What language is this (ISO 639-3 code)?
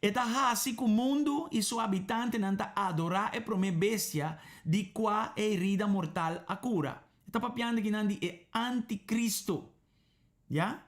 pap